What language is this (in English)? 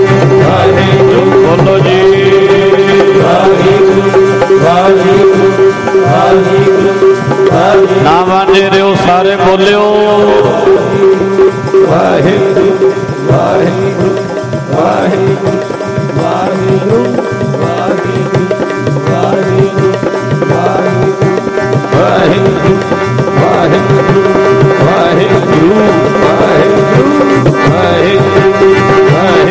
Punjabi